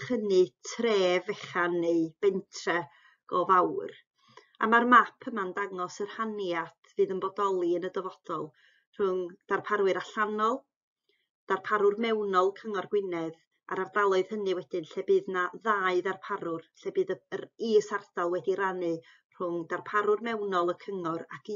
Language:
Welsh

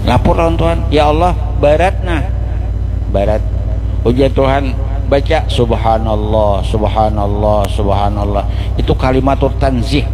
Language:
Banjar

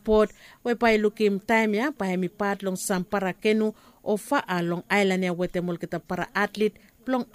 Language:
Bislama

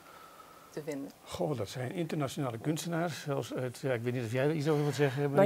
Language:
Dutch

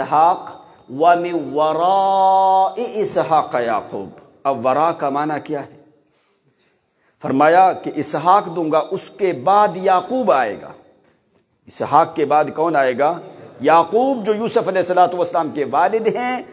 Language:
Urdu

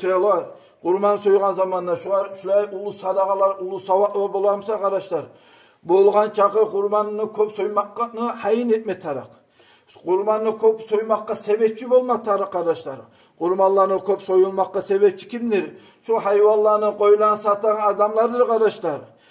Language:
Kumyk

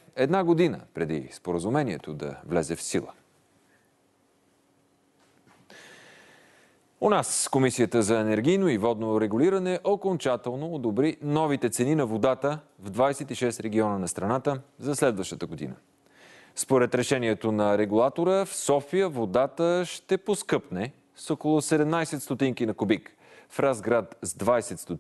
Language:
Bulgarian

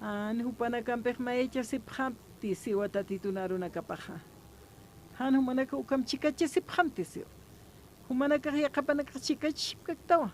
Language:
Aymara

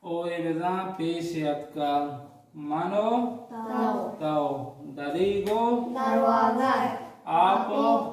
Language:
Eastern Balochi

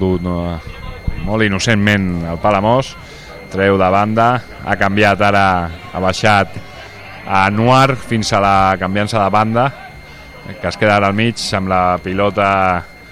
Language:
Catalan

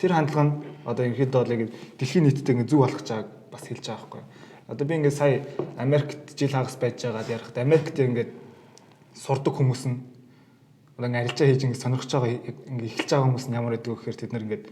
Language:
Mongolian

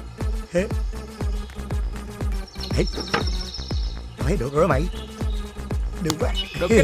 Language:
Vietnamese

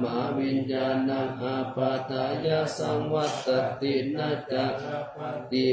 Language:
Pali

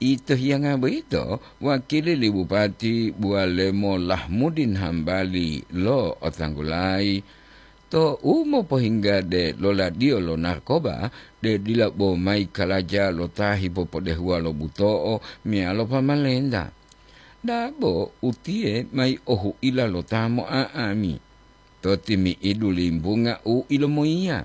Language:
Gorontalo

